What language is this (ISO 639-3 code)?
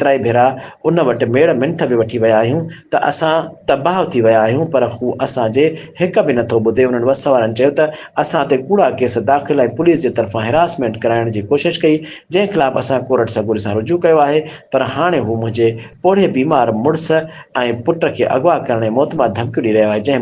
snd